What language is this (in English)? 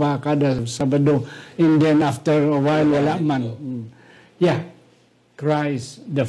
Hiligaynon